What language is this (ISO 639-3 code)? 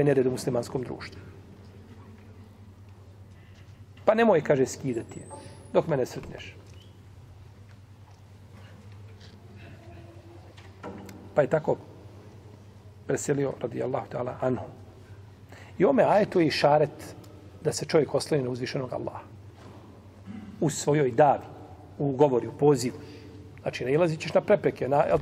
bos